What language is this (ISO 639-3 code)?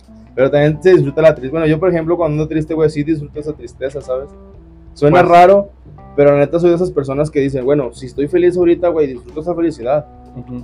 spa